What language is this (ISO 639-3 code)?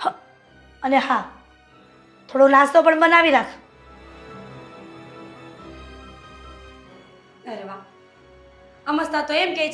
guj